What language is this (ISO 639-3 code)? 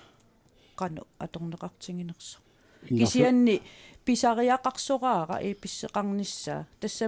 kal